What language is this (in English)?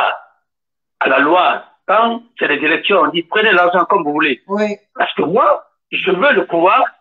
French